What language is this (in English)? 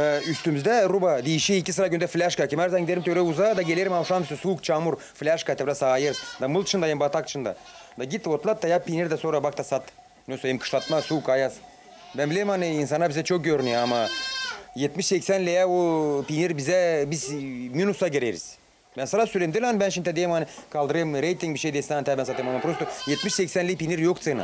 Gagauz